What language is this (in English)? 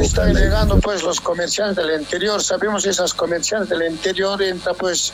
Quechua